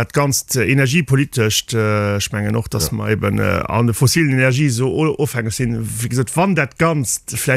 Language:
Luxembourgish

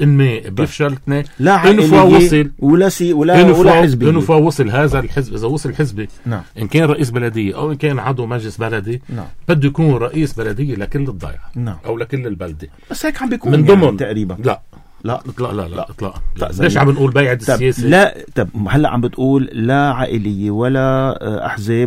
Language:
North Levantine Arabic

